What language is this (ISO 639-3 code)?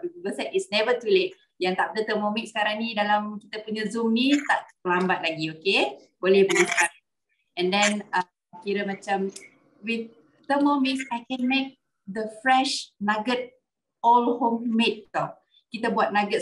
msa